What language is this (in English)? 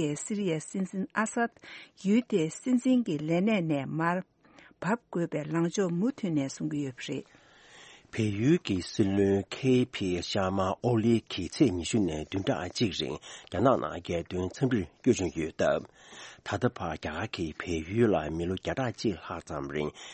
Tibetan